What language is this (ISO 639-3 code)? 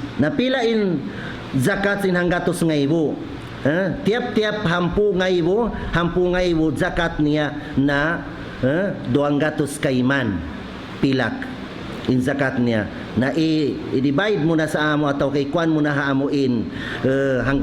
tsg